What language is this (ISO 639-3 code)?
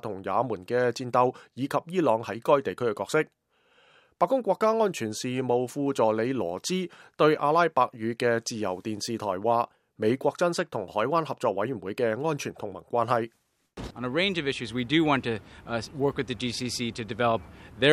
yue